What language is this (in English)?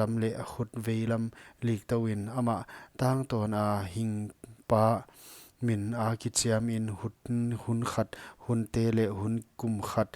Paite Chin